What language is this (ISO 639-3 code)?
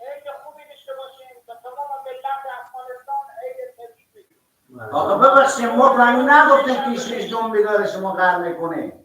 fas